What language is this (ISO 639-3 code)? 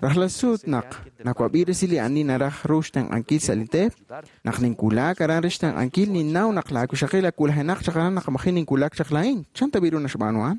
kek